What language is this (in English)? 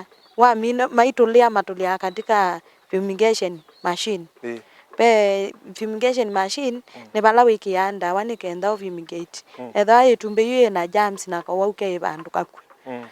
Kamba